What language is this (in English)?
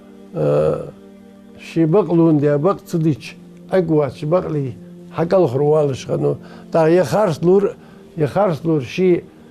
Ingush